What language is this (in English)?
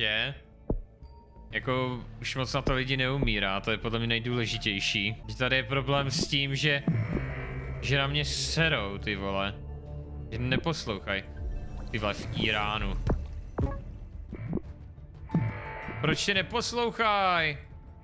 Czech